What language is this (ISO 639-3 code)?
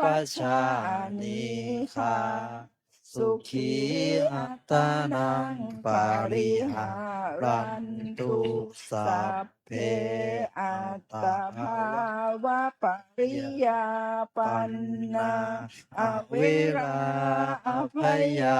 pli